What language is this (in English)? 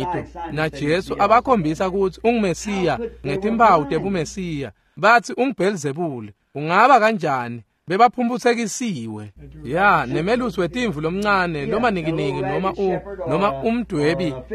Swati